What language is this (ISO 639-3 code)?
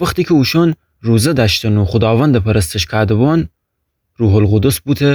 glk